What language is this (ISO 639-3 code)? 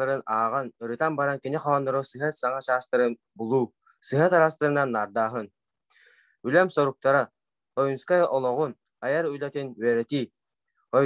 sah